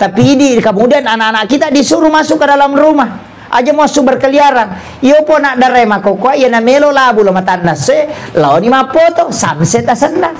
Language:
Buginese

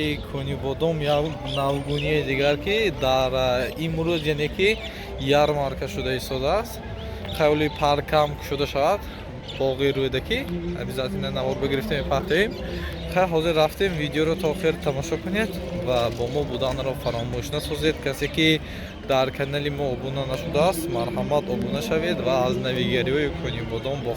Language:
Tajik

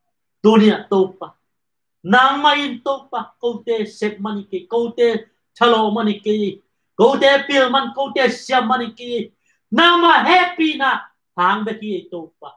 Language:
Tedim Chin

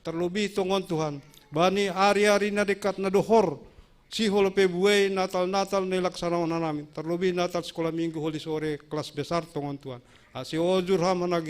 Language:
Batak Simalungun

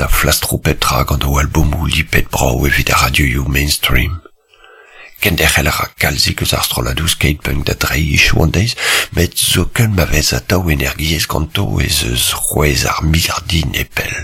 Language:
Breton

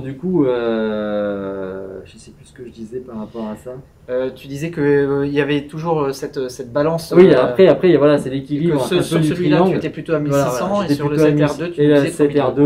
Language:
French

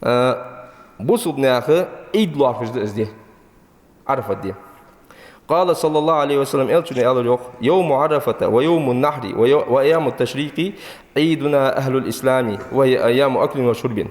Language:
Ingush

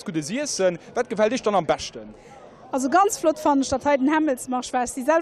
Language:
Luxembourgish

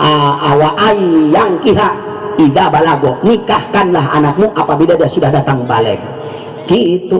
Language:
Sundanese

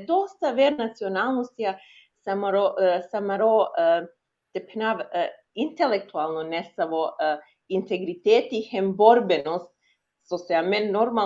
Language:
Balkan Romani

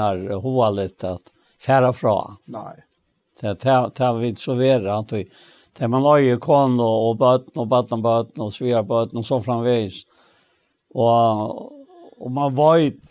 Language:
Faroese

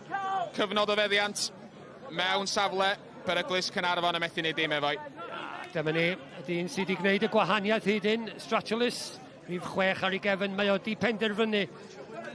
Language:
Welsh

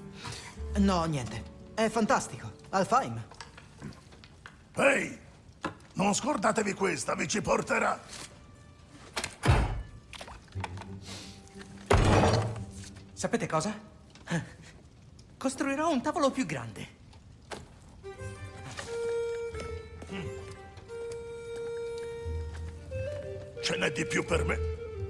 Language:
Italian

